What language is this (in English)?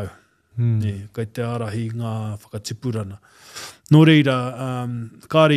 Māori